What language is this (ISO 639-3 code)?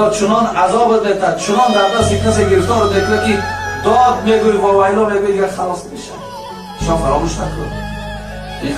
tgk